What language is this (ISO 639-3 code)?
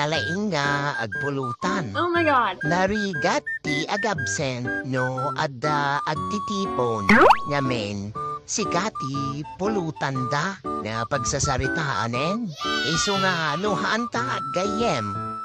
ilo